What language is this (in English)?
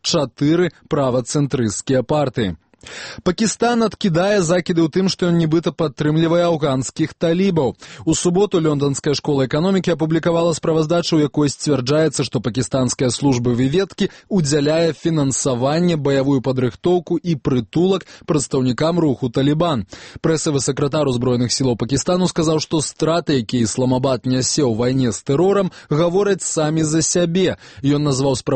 Belarusian